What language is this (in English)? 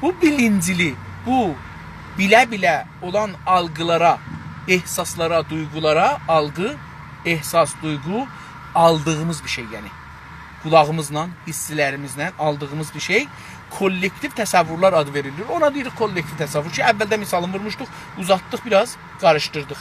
South Azerbaijani